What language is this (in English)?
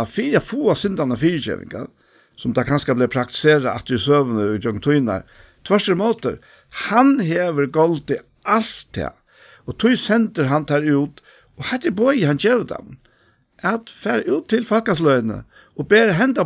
Faroese